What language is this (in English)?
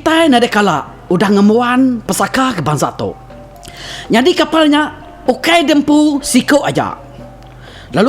Iban